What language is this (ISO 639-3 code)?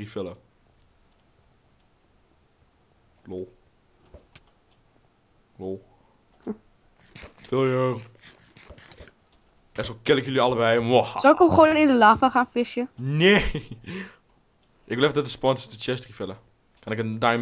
nld